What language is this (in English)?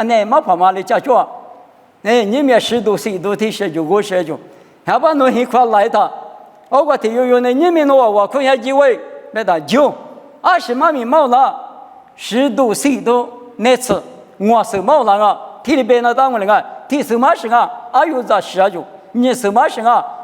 Lisu